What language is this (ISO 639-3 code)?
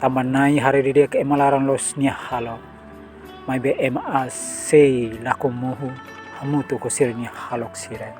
tet